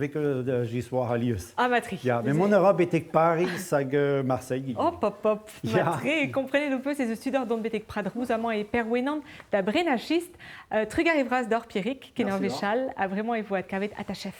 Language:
Breton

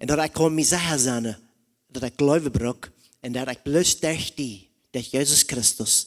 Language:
Plautdietsch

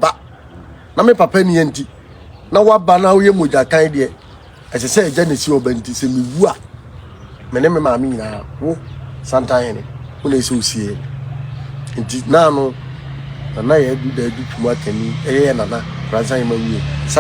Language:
Akan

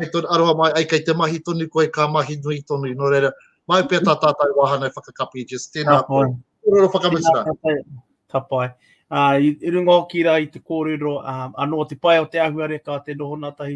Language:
Māori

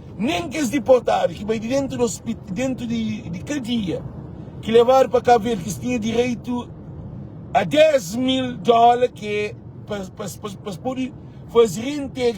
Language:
Kabuverdianu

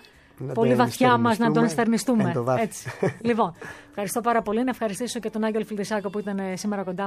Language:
Greek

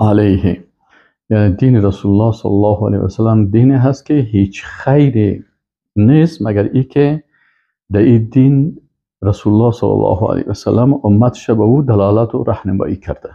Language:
Persian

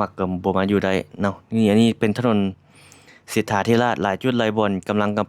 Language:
Lao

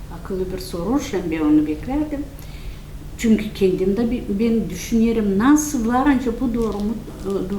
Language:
Gagauz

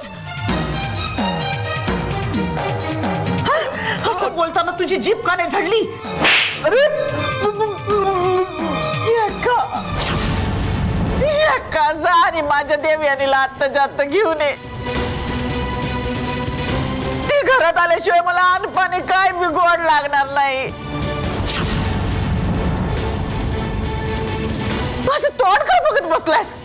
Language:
Marathi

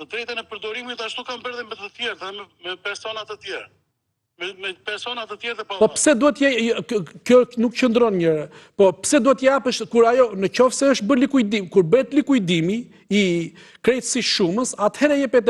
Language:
Albanian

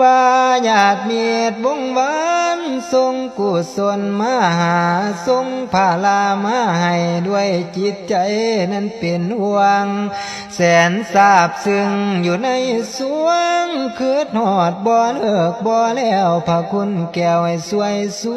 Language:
Lao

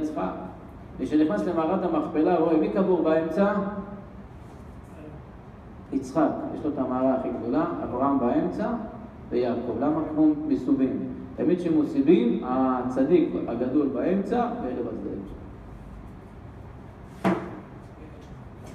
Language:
Hebrew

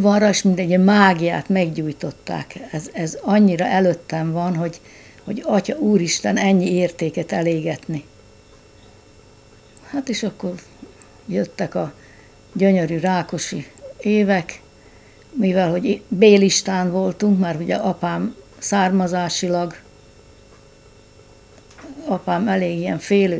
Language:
Hungarian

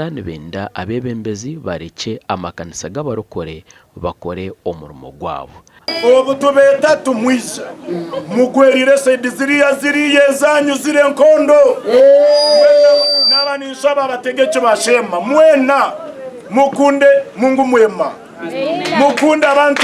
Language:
Nyankole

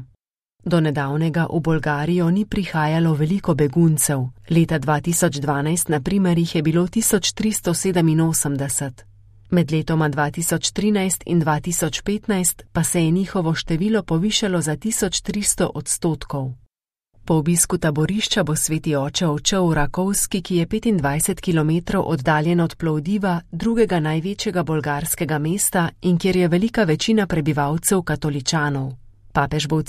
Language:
Slovenian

